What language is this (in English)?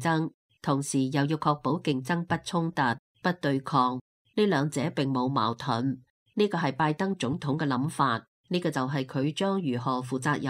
Cantonese